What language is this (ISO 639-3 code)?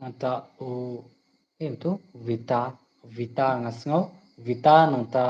kha